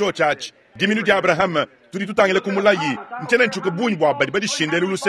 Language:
Luba-Lulua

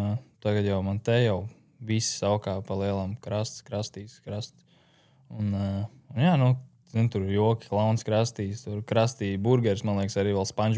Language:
Latvian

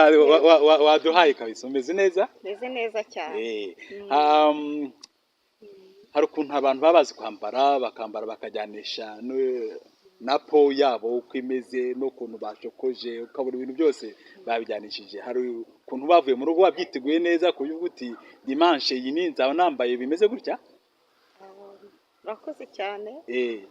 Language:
Kinyarwanda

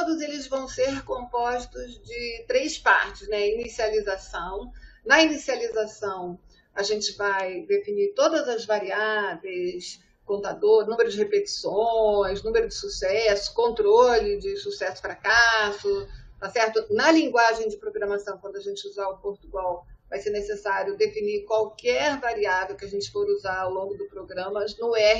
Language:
Portuguese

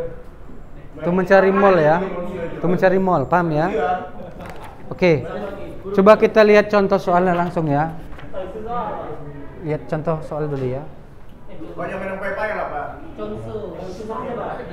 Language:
Indonesian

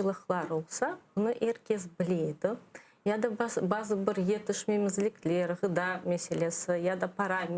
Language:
Crimean Tatar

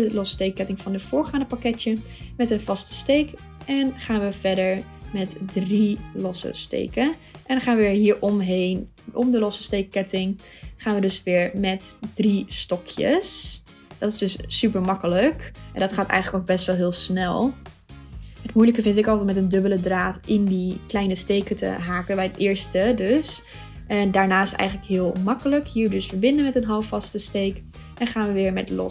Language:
Dutch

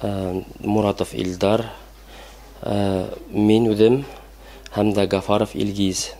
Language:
Bashkir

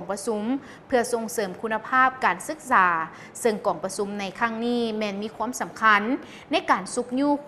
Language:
Lao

